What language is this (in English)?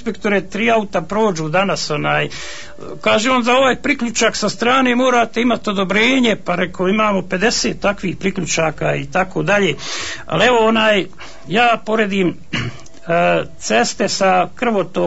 Bosnian